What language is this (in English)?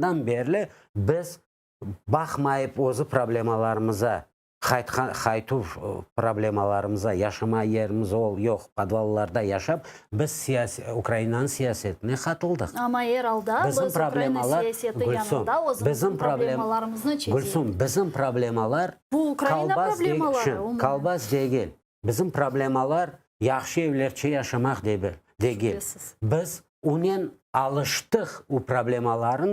Crimean Tatar